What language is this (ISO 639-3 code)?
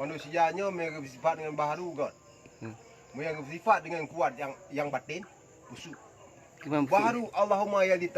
ace